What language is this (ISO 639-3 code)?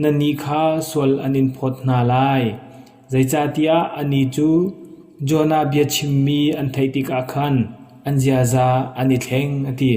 cnh